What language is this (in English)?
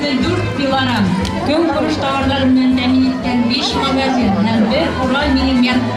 Bashkir